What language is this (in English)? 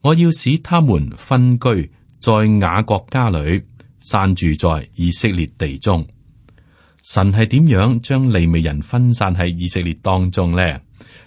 Cantonese